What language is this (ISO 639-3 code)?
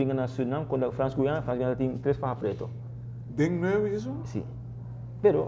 pap